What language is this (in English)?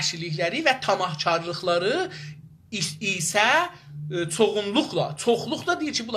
South Azerbaijani